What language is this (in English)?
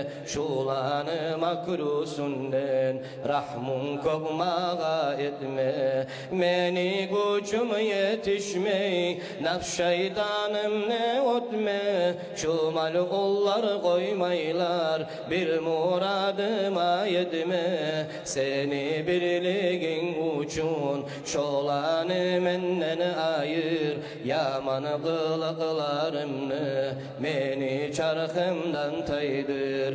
Kumyk